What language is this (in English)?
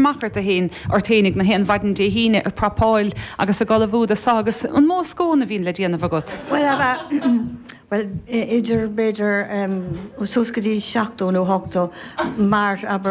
Irish